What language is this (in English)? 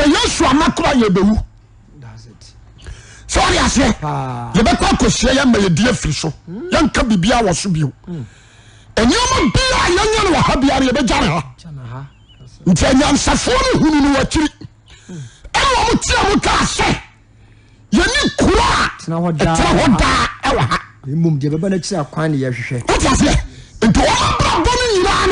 Akan